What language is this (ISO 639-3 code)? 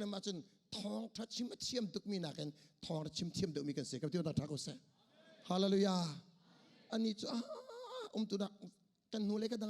cnh